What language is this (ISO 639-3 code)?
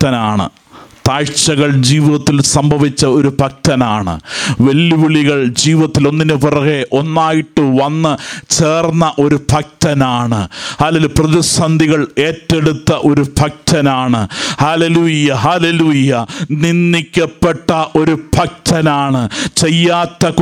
mal